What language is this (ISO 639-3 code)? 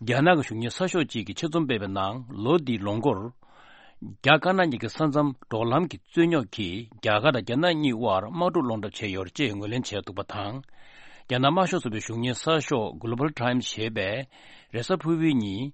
bod